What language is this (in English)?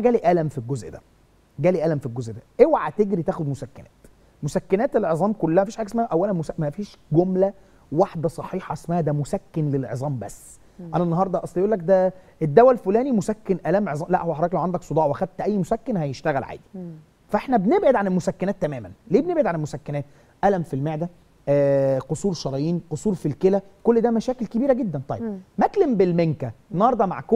Egyptian Arabic